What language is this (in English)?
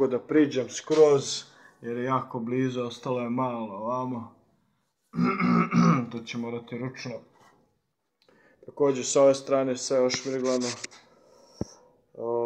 Croatian